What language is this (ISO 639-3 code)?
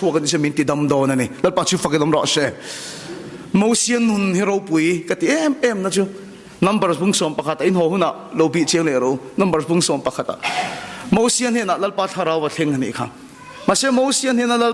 lus